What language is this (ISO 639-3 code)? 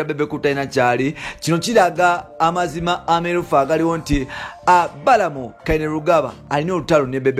lug